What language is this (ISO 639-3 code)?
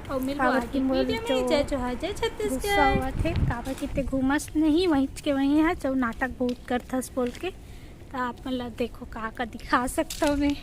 hne